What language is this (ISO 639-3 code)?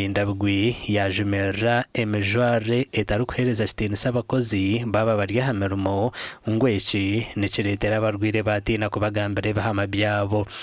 nyn